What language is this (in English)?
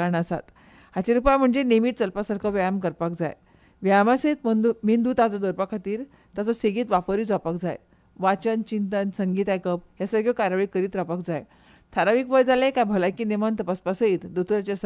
Konkani